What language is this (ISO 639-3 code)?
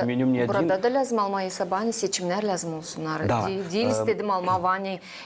gag